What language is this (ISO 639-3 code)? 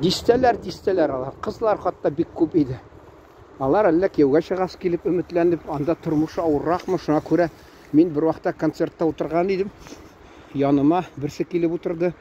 tat